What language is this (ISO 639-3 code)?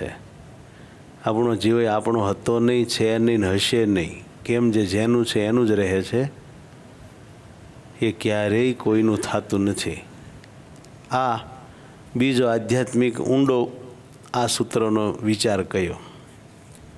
guj